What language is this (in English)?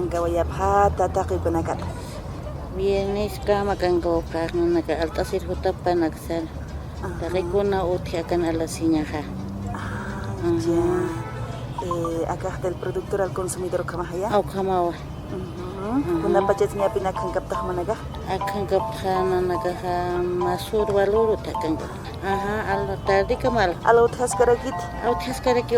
Aymara